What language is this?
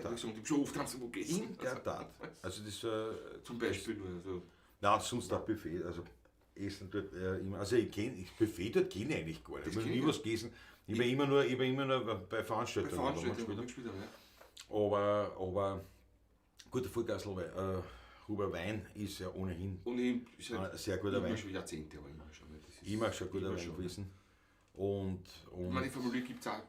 Bavarian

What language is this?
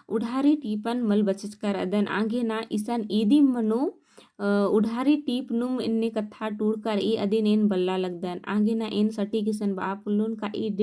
Kurukh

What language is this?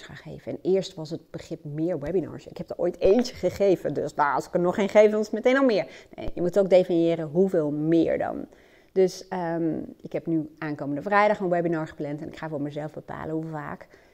Dutch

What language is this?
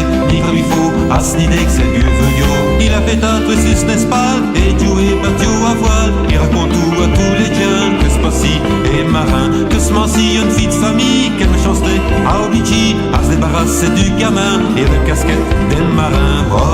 Picard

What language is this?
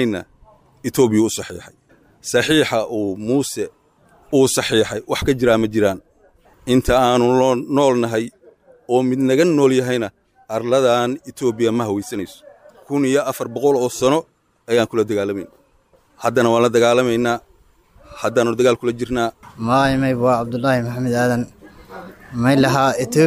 Somali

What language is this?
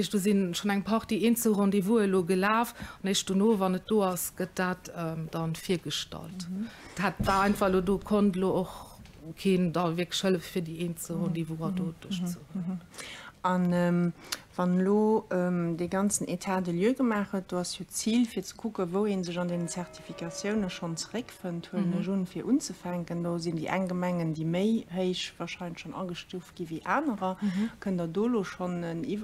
Luxembourgish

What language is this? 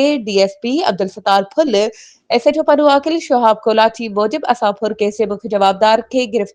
Sindhi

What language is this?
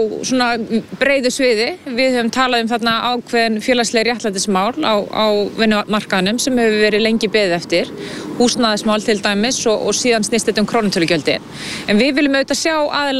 Icelandic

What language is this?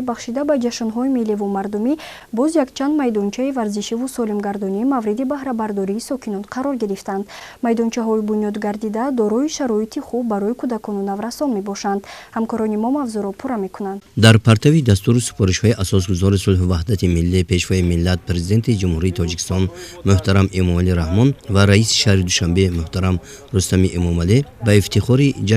Tajik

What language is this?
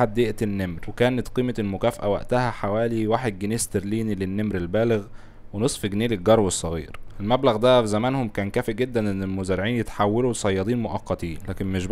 Egyptian Arabic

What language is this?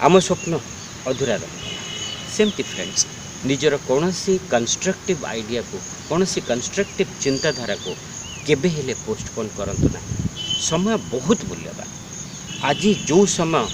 Odia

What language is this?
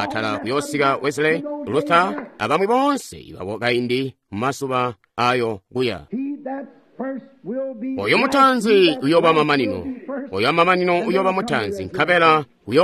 Tonga (Zambia)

